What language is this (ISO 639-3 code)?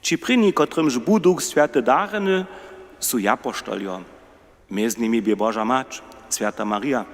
hsb